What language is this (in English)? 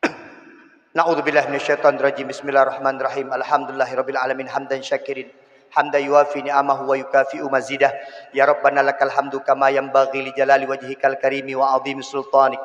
Achinese